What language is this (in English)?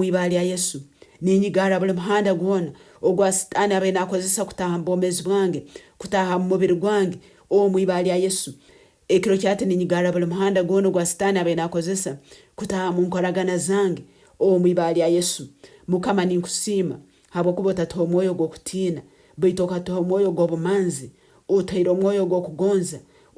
Nyankole